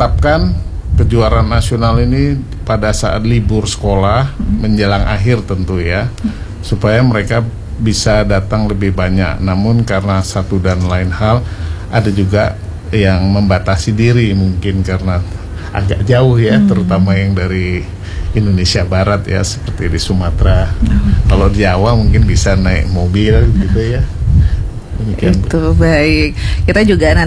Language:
Indonesian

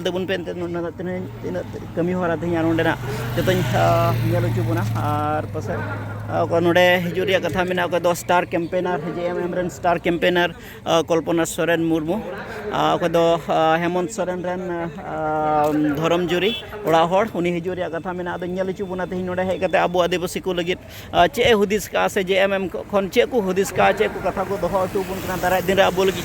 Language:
Santali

